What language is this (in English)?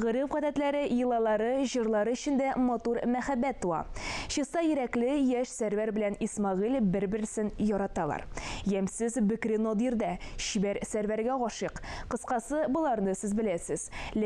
Tatar